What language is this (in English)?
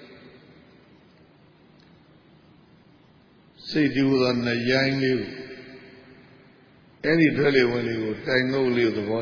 Burmese